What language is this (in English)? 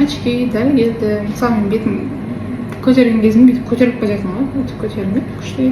Kazakh